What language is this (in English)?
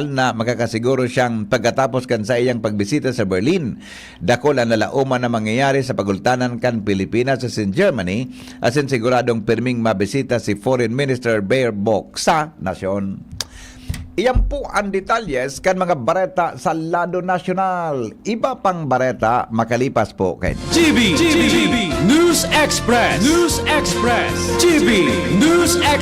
Bikol